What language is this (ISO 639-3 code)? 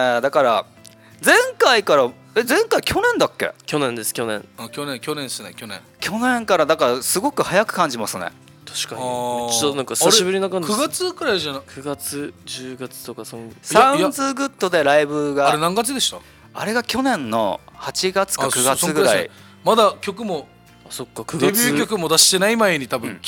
jpn